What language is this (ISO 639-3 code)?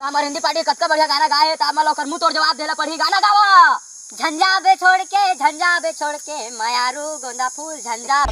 hne